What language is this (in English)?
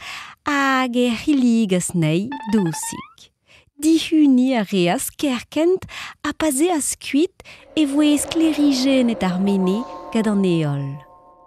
Breton